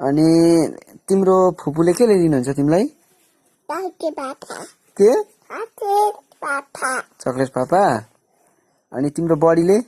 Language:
Nepali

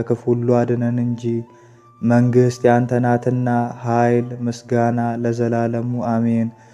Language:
Amharic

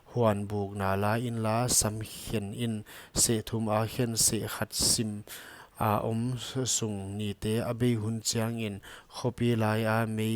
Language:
Paite Chin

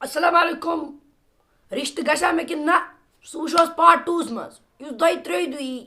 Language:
Kashmiri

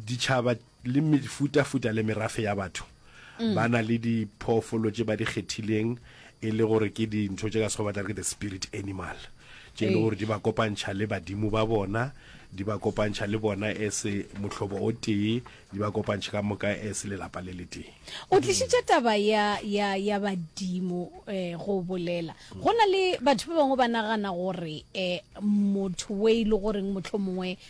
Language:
Northern Sotho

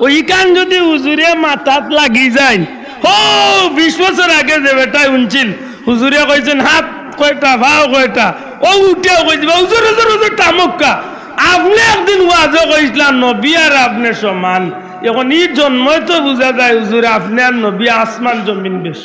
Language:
Sylheti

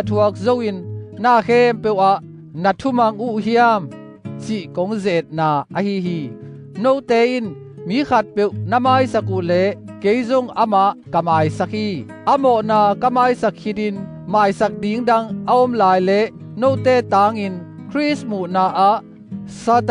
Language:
Tedim Chin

